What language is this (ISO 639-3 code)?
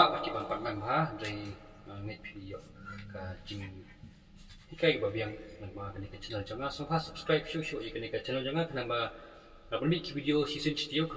kha